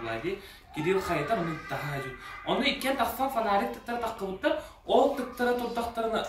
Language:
Yakut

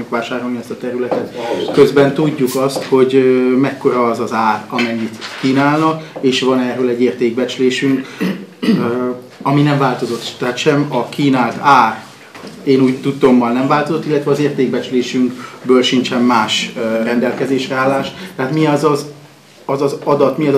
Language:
Hungarian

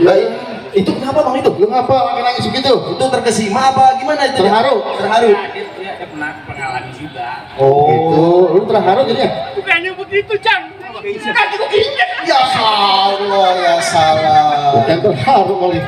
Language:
Betawi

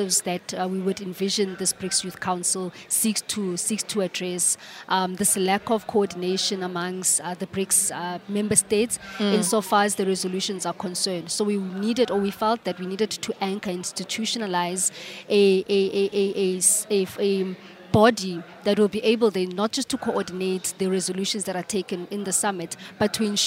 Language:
English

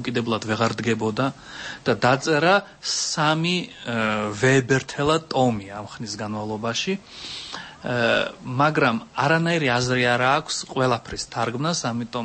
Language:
Georgian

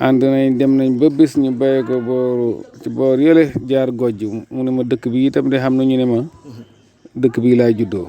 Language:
Wolof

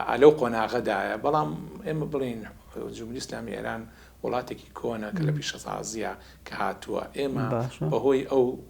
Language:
Central Kurdish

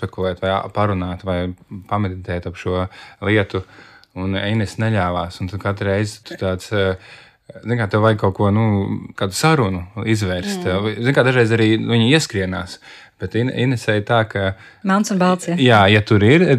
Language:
Latvian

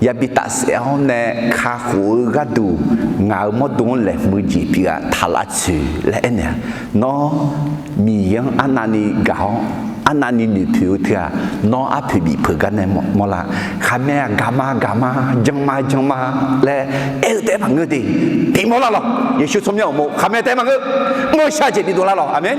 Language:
Akha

